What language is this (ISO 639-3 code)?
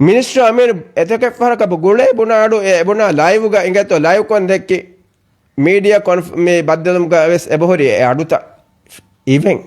div